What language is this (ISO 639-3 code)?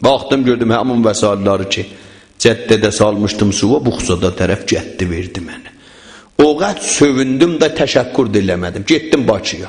azb